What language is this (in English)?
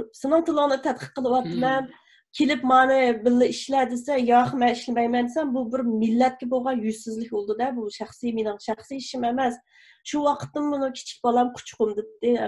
Uyghur